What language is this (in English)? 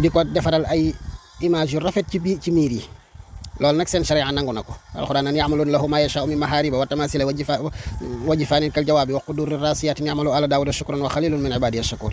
Wolof